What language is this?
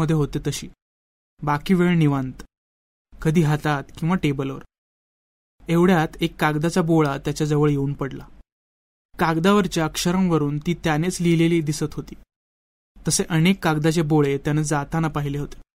Marathi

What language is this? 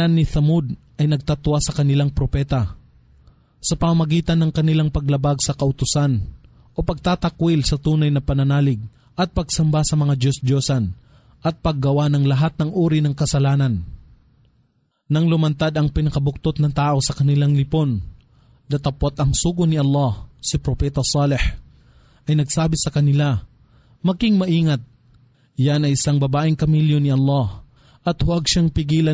Filipino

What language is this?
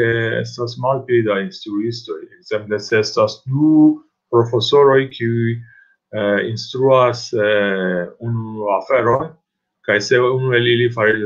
Esperanto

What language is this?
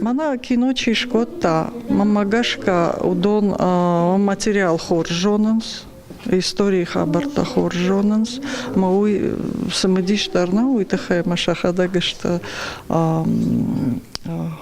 Ossetic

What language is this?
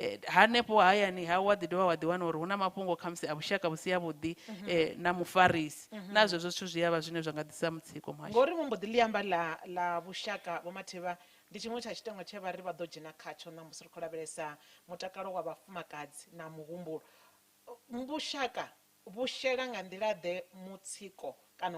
Venda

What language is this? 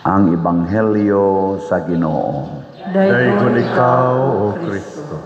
Cebuano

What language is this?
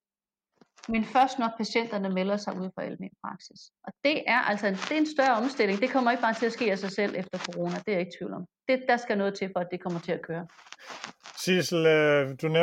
Danish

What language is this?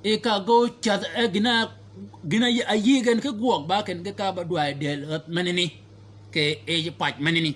Shilluk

